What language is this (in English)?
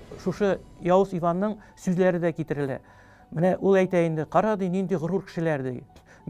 Tatar